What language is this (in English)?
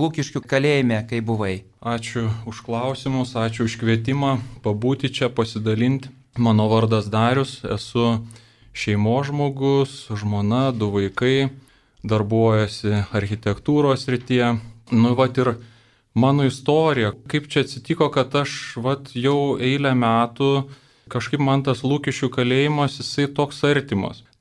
Lithuanian